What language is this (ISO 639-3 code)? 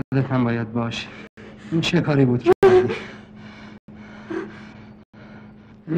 fas